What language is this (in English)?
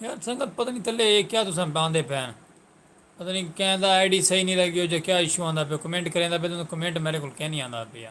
Saraiki